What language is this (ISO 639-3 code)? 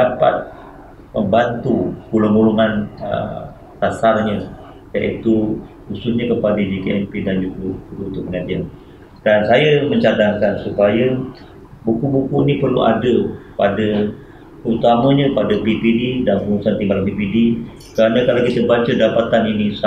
msa